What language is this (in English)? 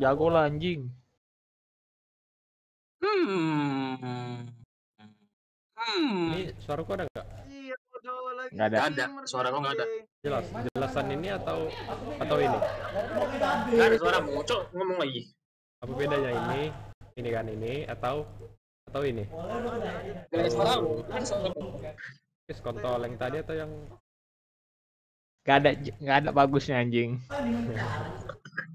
Indonesian